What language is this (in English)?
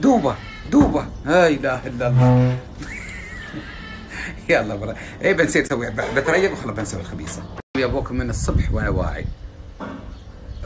Gulf Arabic